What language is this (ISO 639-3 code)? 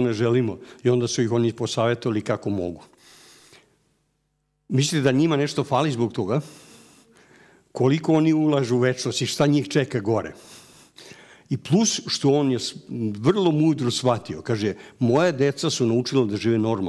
srp